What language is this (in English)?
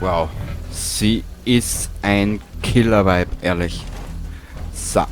Bavarian